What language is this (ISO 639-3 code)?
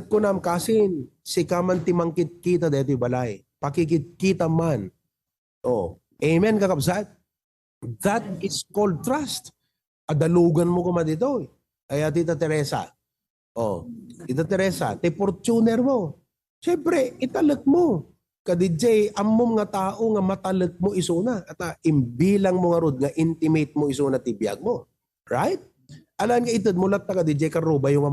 ilo